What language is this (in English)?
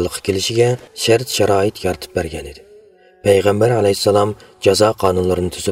Uyghur